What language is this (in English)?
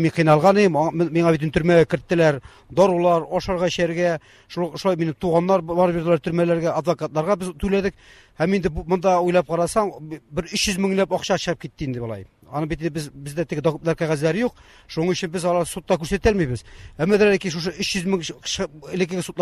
Tatar